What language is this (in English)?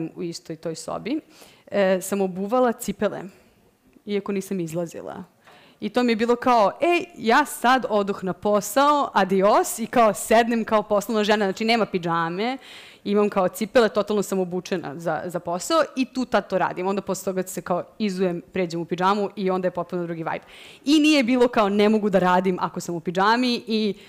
Serbian